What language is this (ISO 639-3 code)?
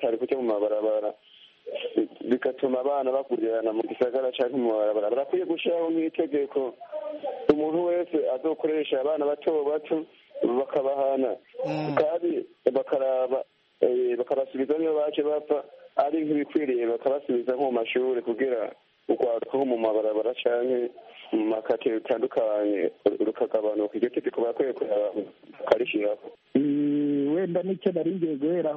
kin